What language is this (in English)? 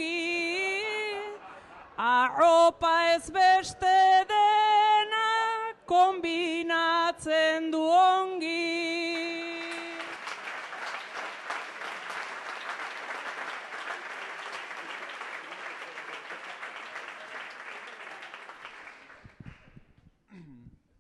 Basque